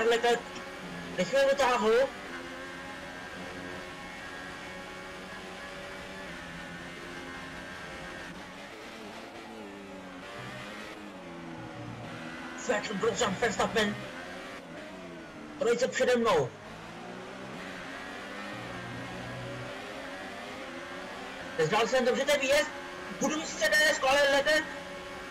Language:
Czech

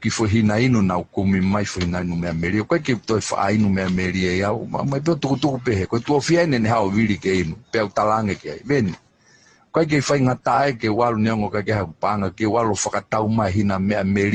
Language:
Tongan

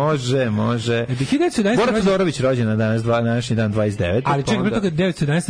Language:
Serbian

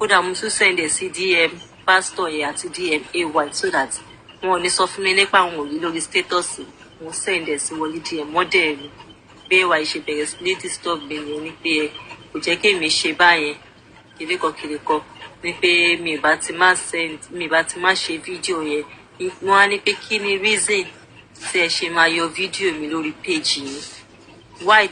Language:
Yoruba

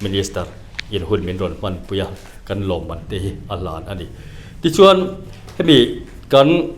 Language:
Mizo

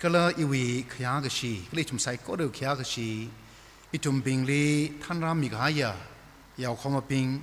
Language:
Tangkhul Naga (India)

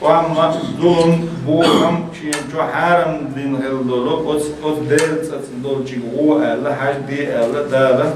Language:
Chechen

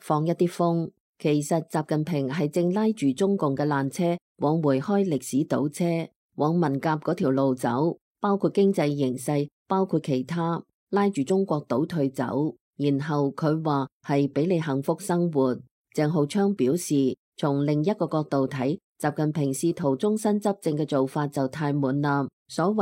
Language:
Cantonese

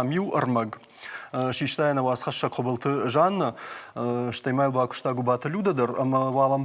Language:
Ossetic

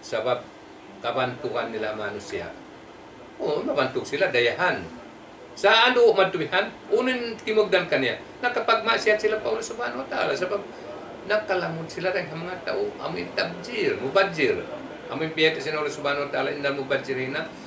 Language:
Tausug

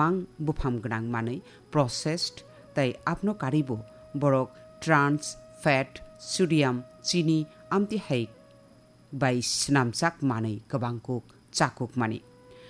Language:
Kok Borok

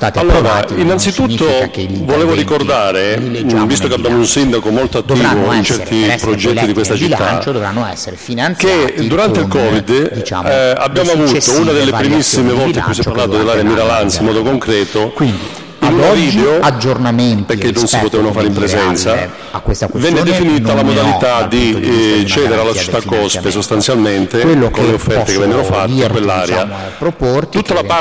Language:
Italian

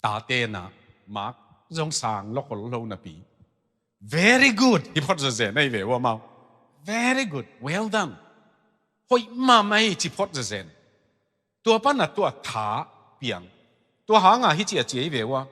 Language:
Tedim Chin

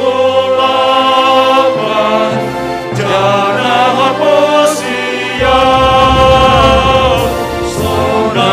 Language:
Batak Simalungun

